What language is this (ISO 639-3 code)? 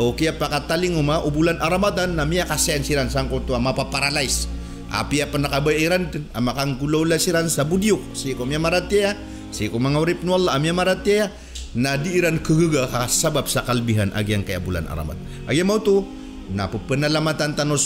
mrw